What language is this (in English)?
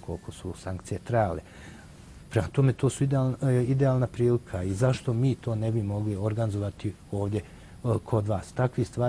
Bosnian